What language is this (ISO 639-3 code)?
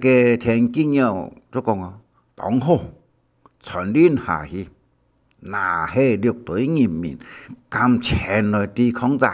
hak